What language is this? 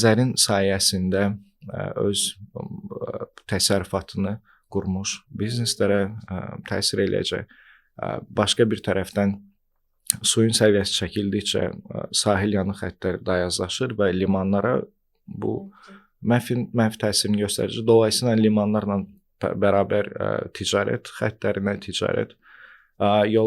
Azerbaijani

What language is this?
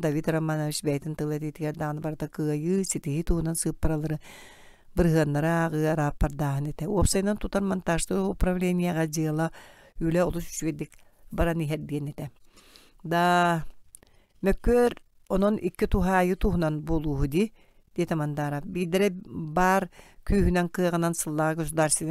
Yakut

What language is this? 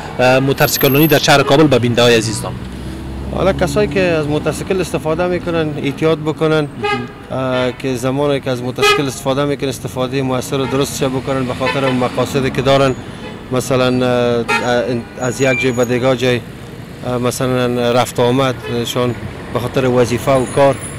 Persian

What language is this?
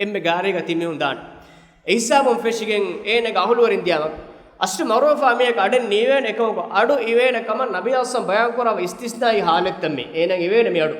Divehi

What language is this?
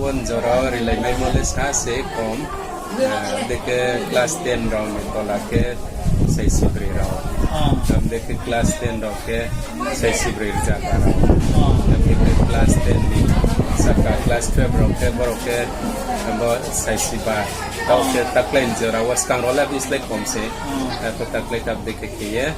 Riang (India)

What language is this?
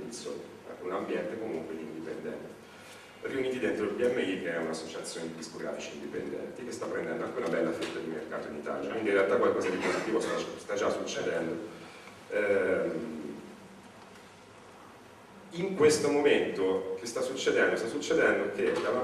Italian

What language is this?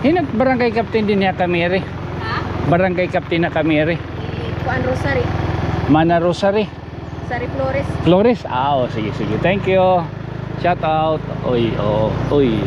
Waray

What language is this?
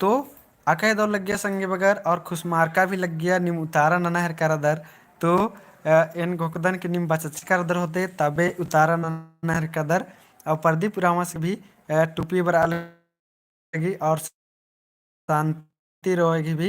Kurukh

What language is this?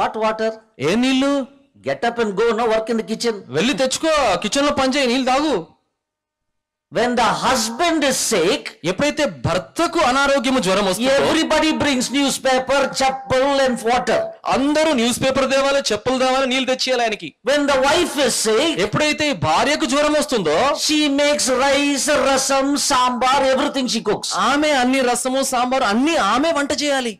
Telugu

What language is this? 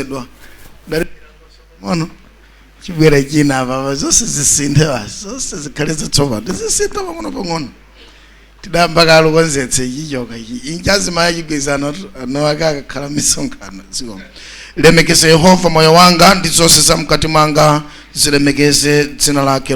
Nyanja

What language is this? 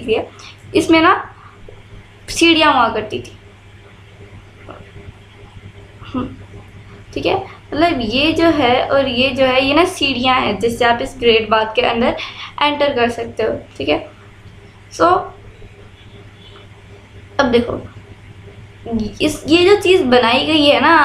Hindi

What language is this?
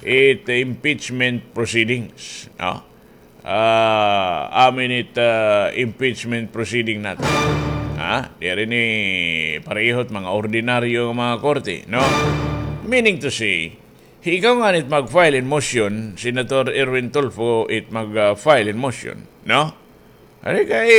Waray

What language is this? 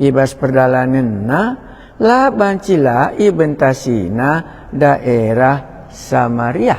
Batak Karo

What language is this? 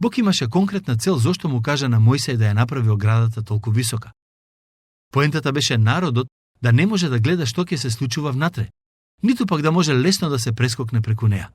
Macedonian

